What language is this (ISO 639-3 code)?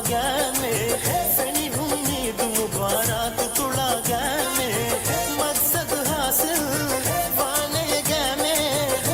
div